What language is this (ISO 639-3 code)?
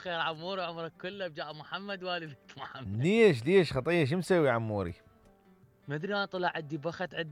acm